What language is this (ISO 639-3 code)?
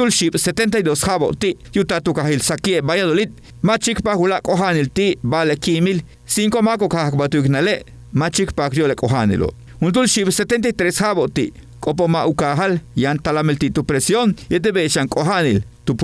yua